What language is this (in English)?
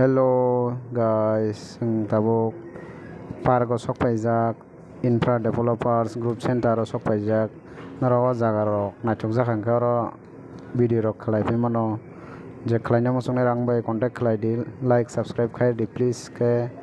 Kok Borok